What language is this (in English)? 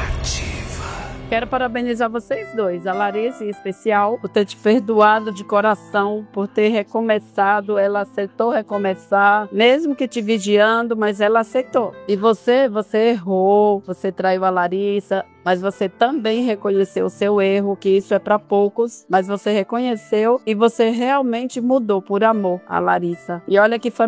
Portuguese